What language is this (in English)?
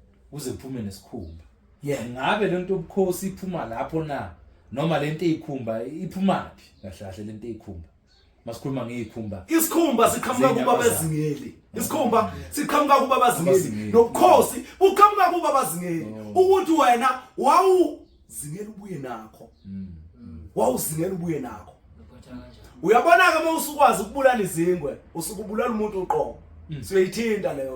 Zulu